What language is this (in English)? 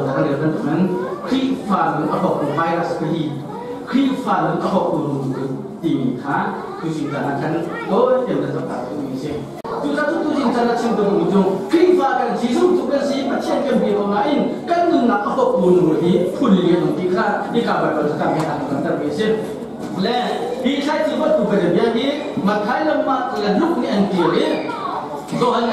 Hakha Chin